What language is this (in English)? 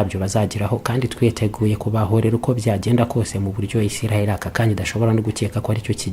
Kinyarwanda